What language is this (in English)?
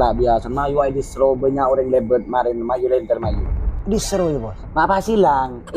Madurese